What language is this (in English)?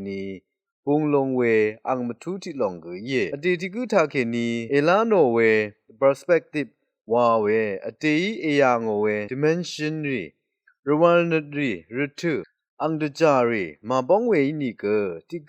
Rawang